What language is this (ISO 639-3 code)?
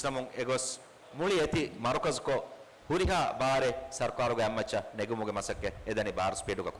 div